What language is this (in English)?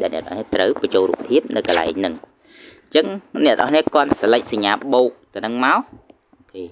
Khmer